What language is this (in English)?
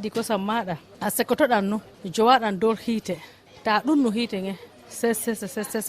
Fula